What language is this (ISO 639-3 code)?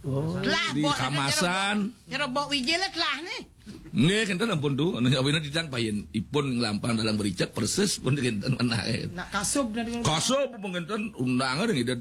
ban